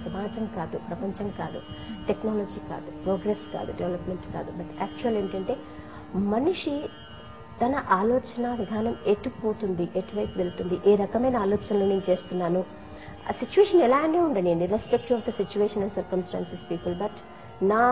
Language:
Telugu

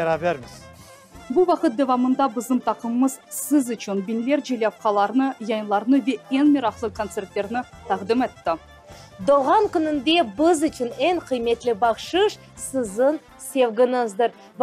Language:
Crimean Tatar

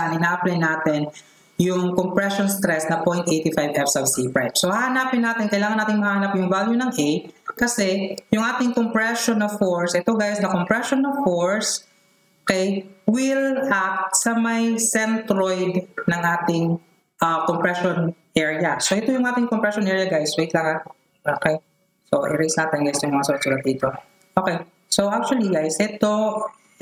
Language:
Filipino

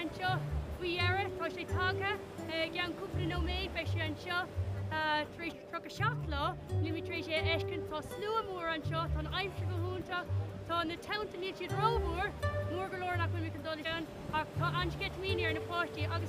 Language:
Irish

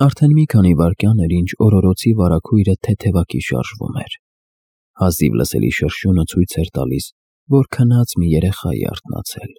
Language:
Armenian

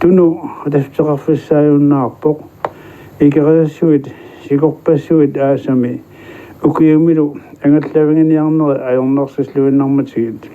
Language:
Kalaallisut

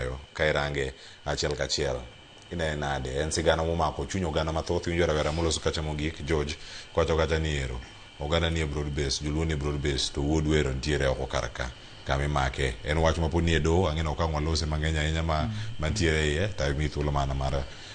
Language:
Luo (Kenya and Tanzania)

